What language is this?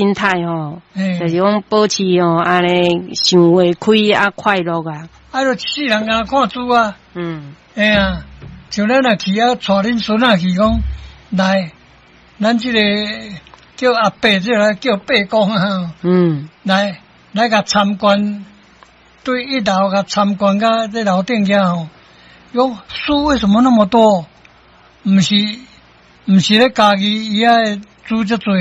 Min Nan Chinese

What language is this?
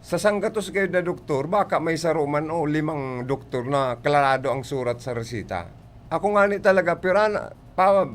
Bikol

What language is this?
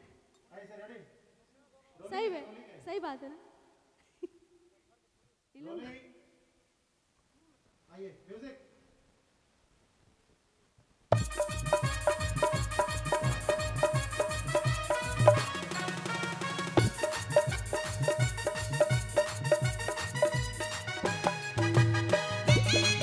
Bhojpuri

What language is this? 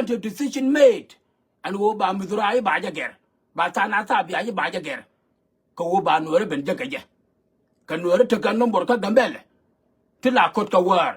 Nuer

